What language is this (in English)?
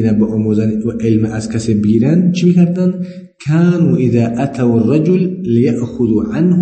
Persian